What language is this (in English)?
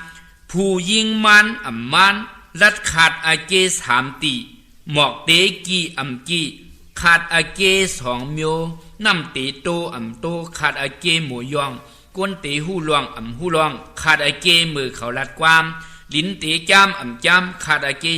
Shan